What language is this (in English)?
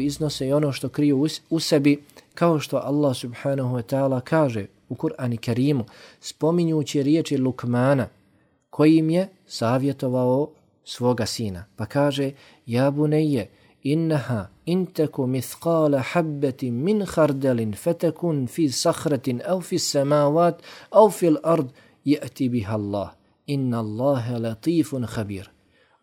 Bosnian